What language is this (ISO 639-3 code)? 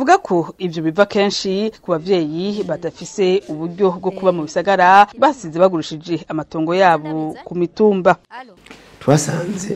run